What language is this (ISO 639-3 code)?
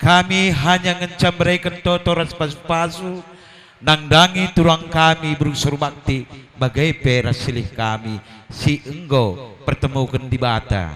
btx